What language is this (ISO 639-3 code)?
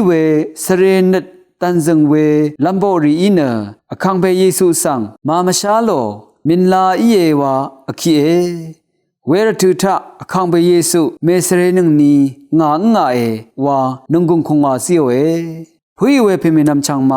raw